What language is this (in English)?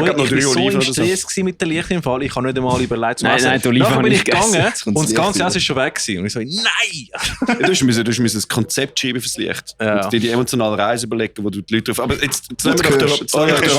Swiss German